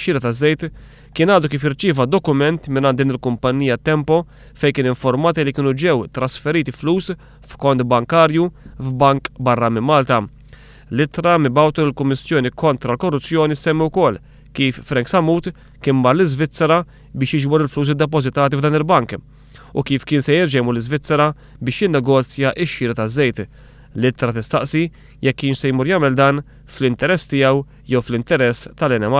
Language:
Maltese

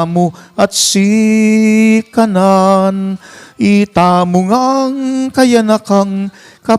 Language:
Pampanga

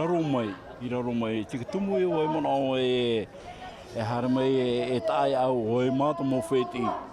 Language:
Tahitian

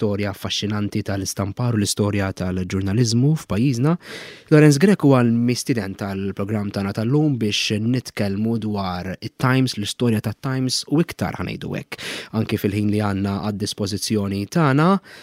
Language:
Maltese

